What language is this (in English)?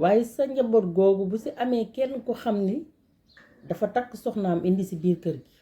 Wolof